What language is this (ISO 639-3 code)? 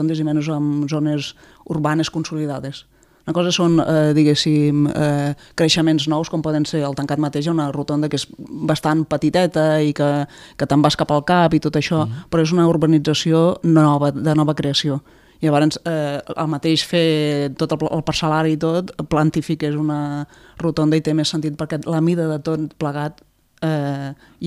cat